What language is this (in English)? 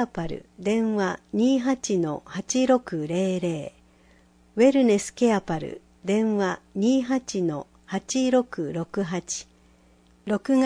Japanese